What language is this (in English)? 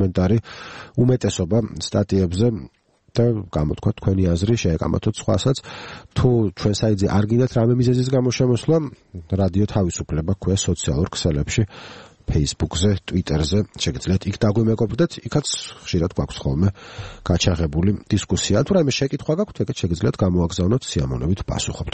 Georgian